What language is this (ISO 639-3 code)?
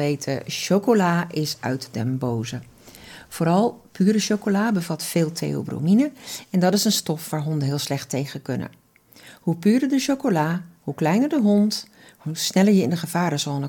nld